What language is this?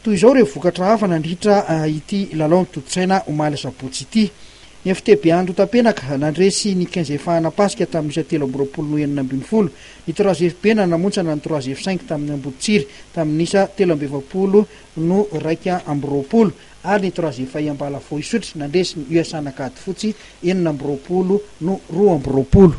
Malagasy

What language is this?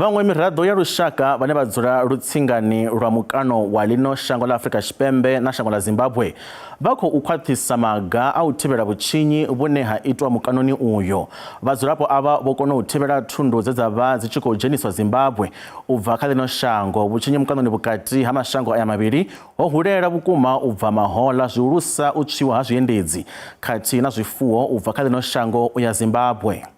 Venda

